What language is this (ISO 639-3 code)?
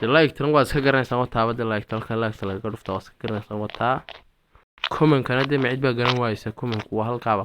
som